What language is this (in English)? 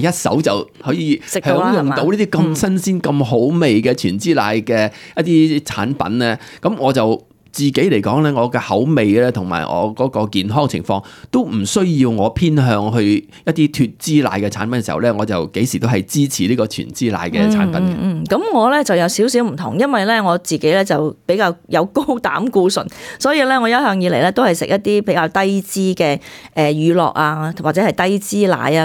Cantonese